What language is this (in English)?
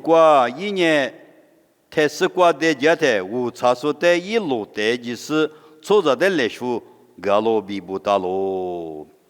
Lisu